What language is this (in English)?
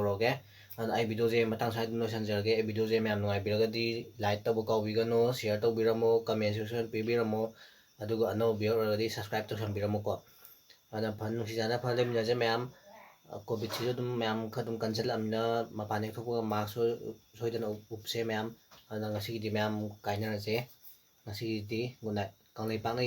Manipuri